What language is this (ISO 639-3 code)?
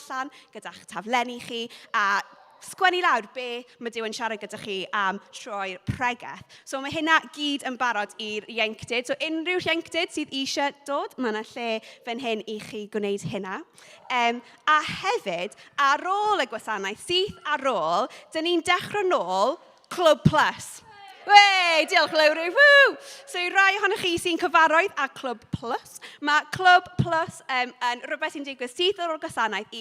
cym